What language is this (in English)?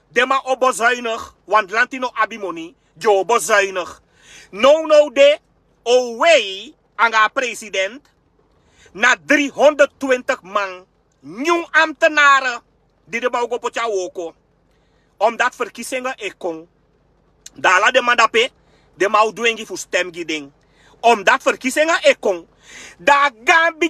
Sranan Tongo